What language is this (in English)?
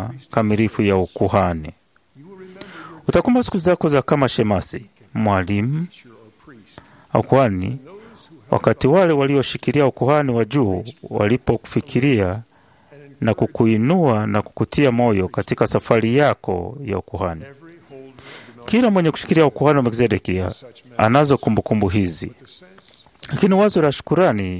Swahili